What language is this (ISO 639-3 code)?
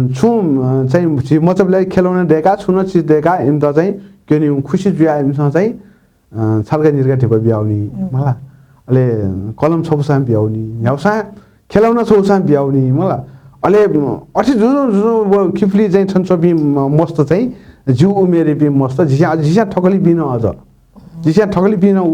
new